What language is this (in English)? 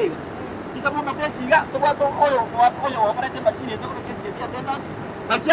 Gusii